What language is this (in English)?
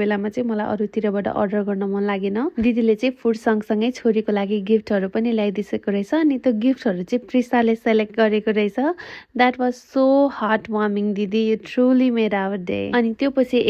Nepali